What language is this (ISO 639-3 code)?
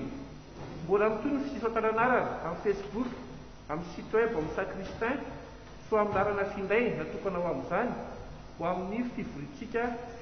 mlg